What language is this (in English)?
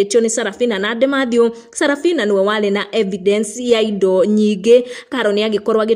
Kikuyu